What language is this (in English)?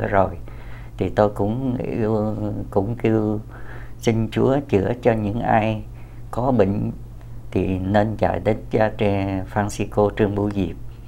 Vietnamese